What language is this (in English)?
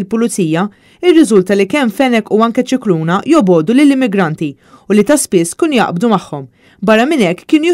Maltese